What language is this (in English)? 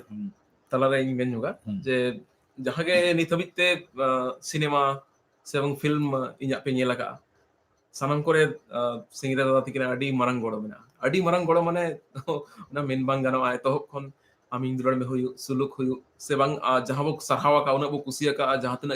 Santali